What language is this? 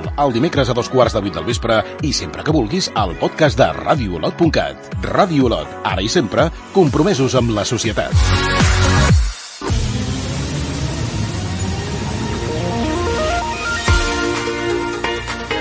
Catalan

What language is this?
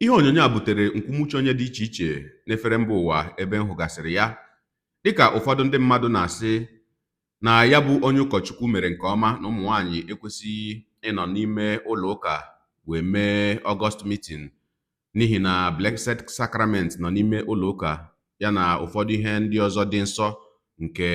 Igbo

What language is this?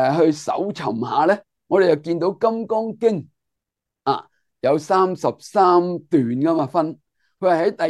Cantonese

